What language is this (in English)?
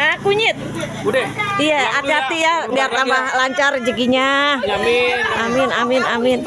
Betawi